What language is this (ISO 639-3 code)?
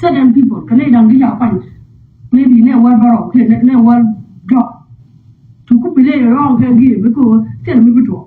nus